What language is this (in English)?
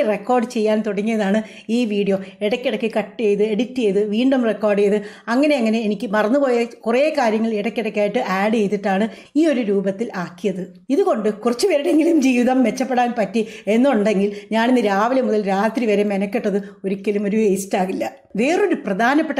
Malayalam